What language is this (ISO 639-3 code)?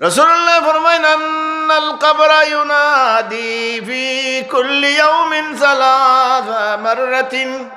syl